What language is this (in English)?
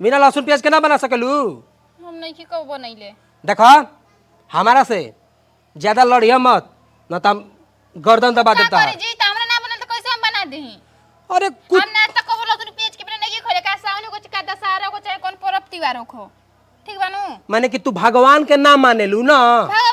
Bhojpuri